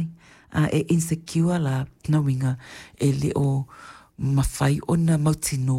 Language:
Samoan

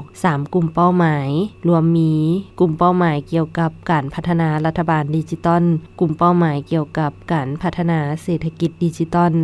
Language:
Lao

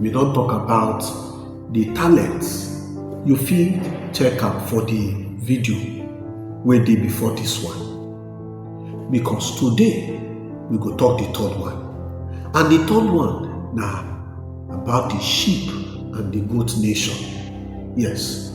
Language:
Nigerian Pidgin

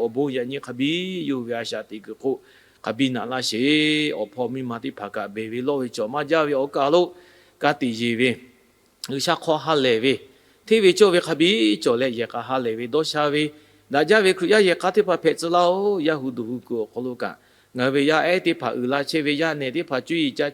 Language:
Lahu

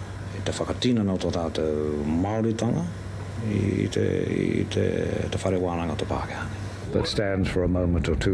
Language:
Māori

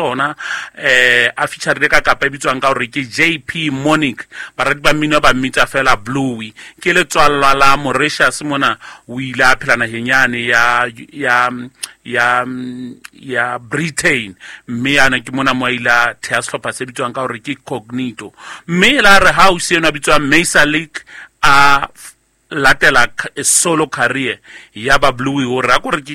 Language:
Southern Sotho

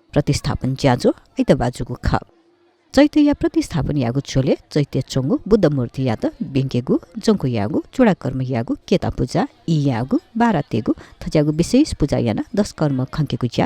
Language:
Newari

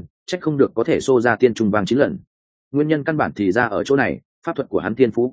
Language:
Vietnamese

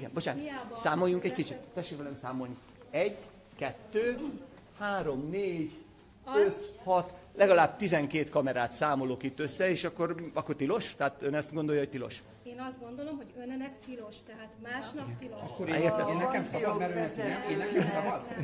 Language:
Hungarian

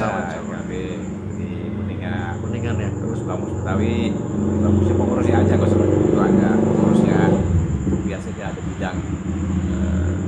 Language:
Betawi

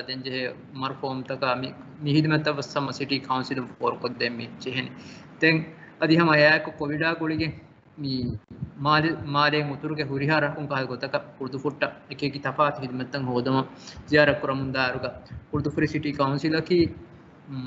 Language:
Divehi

